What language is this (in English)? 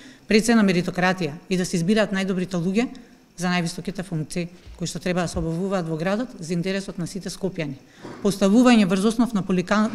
Macedonian